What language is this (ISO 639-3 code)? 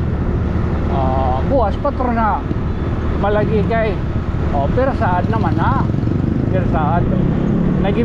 war